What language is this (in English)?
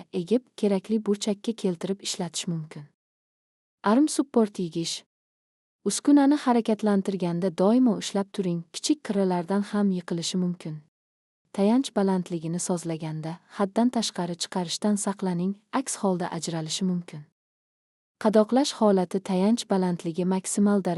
Uzbek